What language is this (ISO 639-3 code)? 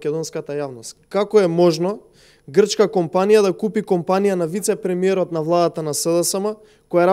mkd